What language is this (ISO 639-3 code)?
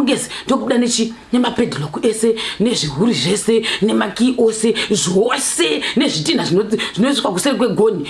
sna